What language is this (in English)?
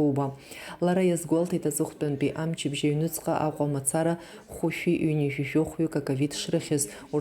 Abkhazian